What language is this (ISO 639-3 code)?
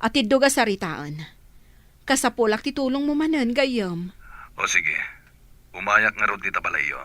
ilo